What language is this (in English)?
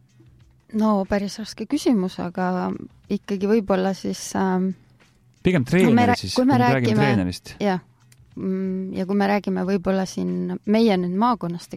Estonian